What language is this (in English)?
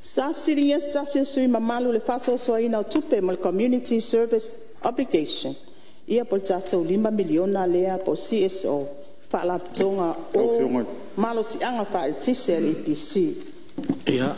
Samoan